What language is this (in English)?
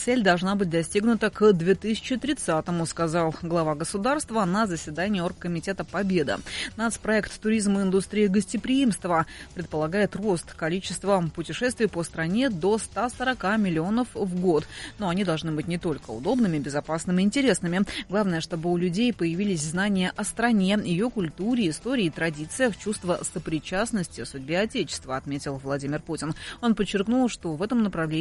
Russian